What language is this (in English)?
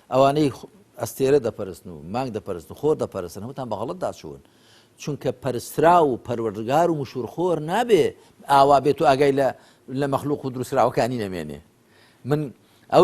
Central Kurdish